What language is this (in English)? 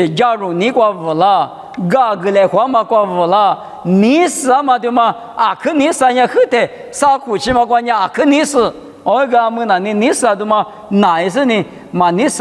Lisu